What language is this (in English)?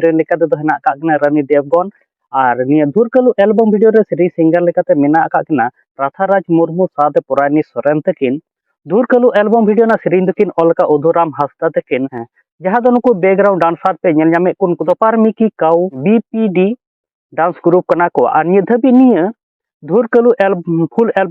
Santali